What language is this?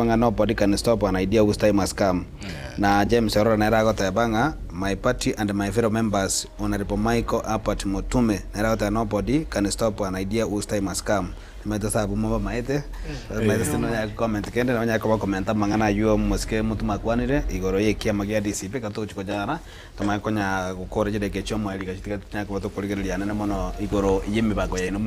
Gusii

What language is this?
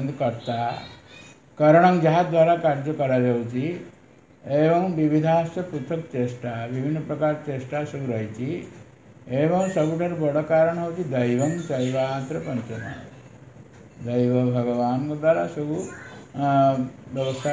Odia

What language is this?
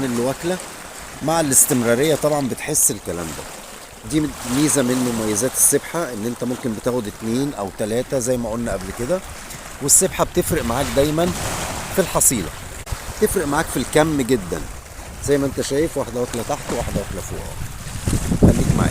Egyptian Arabic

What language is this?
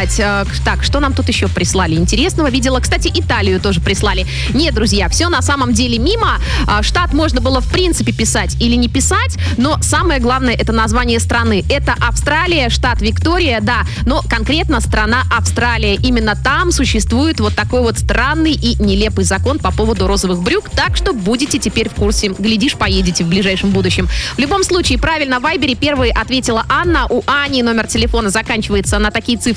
Russian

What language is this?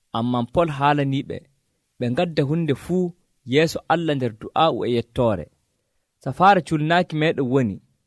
Nigerian Fulfulde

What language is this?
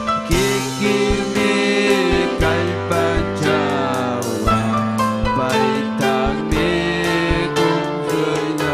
Ayacucho Quechua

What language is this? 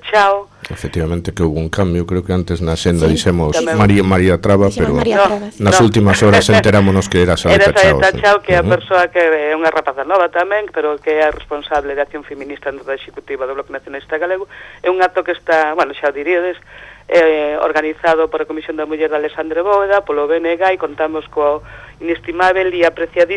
Galician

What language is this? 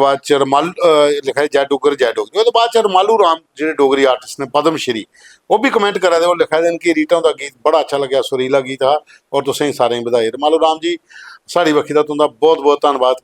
Dogri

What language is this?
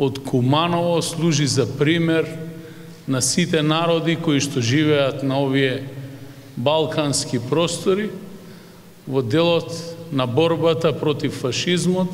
Macedonian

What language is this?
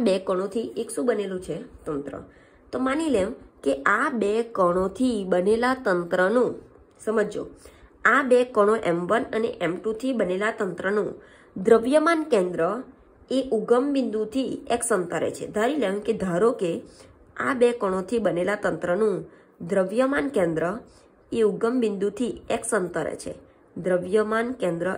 Gujarati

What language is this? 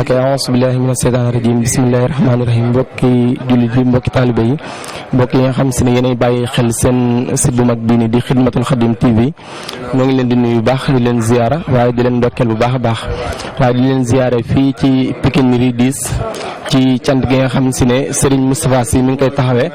Wolof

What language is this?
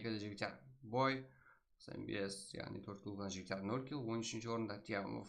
Kara-Kalpak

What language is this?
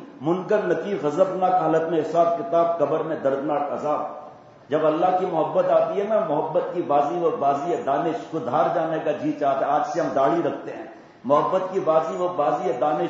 Urdu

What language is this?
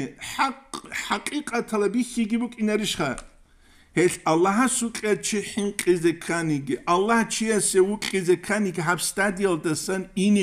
Avaric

